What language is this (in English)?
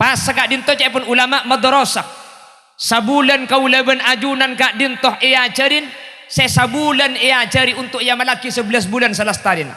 Madurese